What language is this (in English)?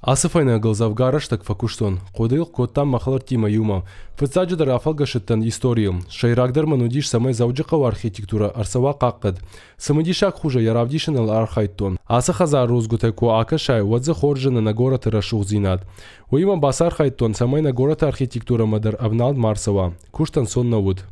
Ossetic